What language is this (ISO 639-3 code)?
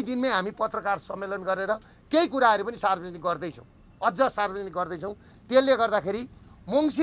nep